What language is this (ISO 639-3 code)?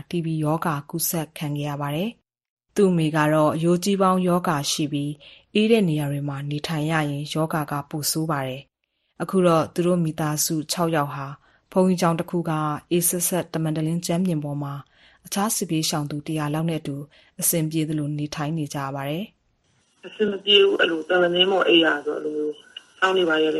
mya